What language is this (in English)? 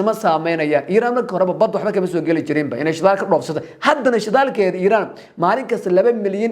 Somali